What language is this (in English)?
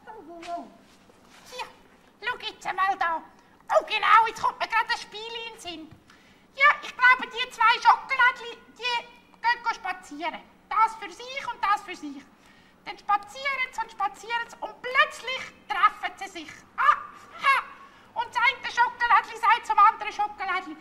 Swiss German